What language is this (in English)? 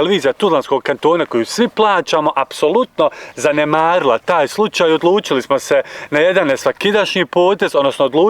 Bosnian